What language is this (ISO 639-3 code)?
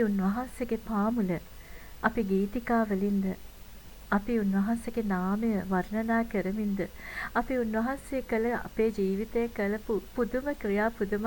sin